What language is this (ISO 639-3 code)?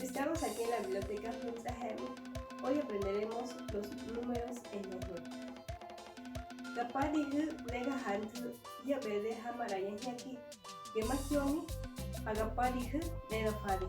ote